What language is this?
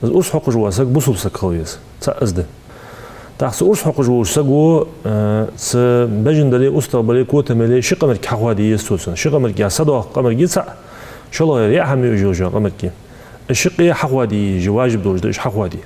Ingush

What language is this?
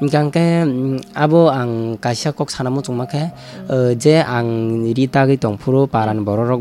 Kok Borok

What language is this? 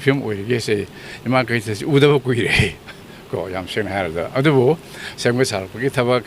Manipuri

